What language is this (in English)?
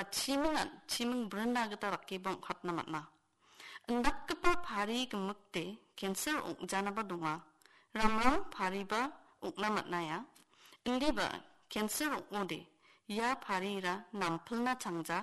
Garo